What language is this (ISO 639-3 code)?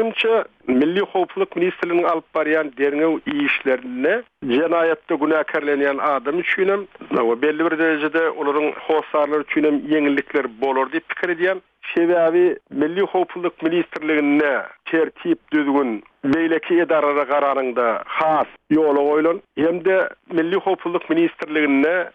tuk